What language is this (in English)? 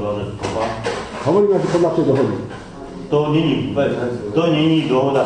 Slovak